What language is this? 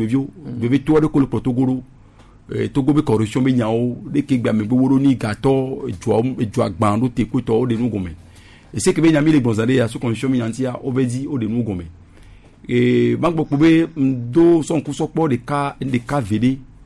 Gen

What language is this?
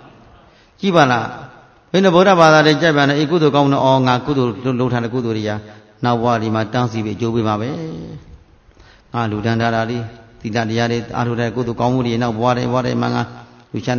Burmese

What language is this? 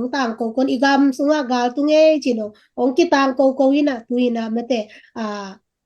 Tedim Chin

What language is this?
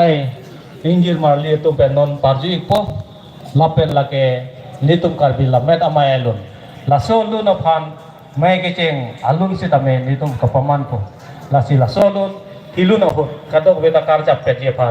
Karbi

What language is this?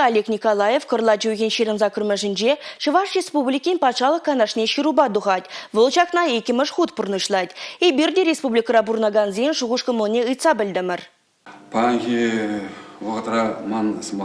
Chuvash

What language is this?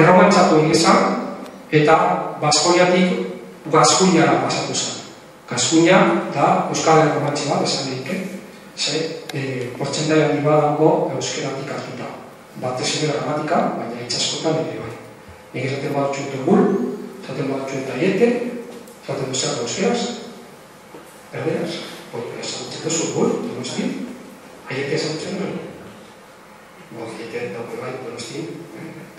Basque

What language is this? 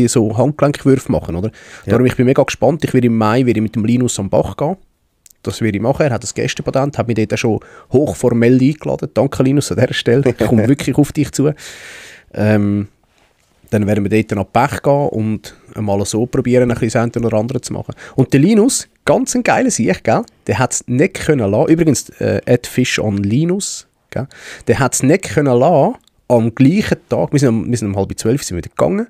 Swiss German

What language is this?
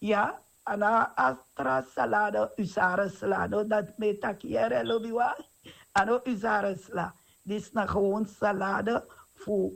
Sranan Tongo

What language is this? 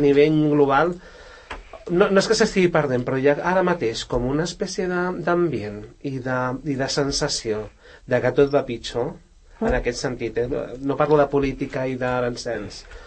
Catalan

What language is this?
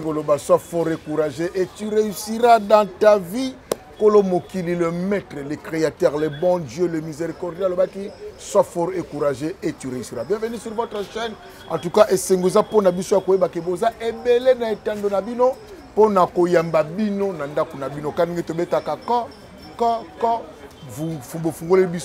Lingala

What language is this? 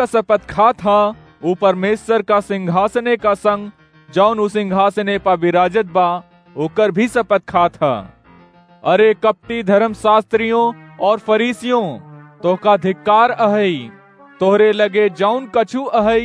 Awadhi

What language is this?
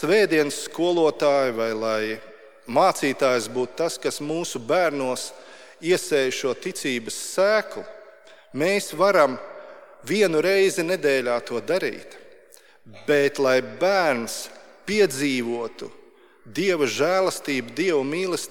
Latvian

